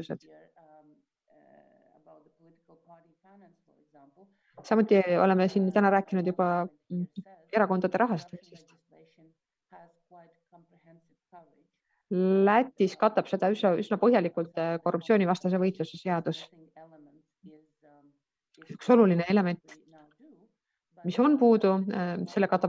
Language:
Estonian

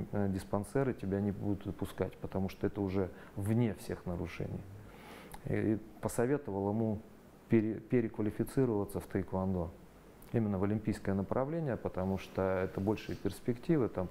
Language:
Russian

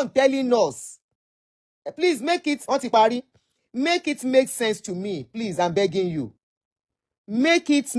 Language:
Yoruba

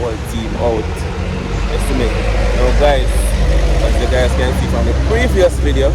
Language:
Jamaican Creole English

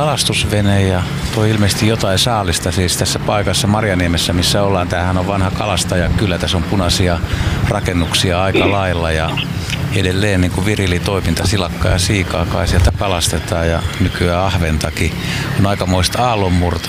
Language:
Finnish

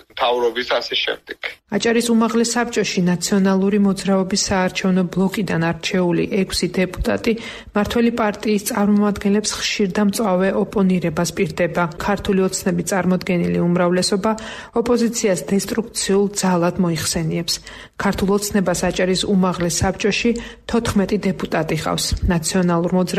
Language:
Georgian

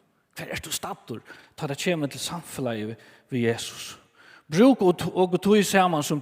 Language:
Faroese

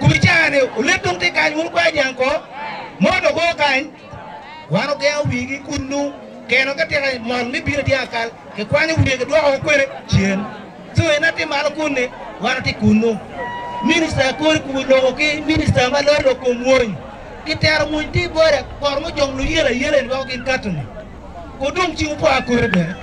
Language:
Acoli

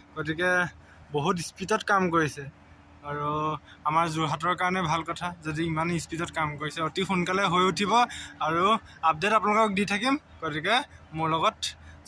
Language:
Assamese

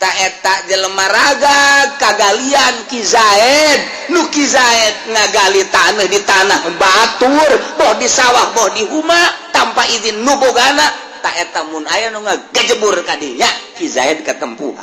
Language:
Sundanese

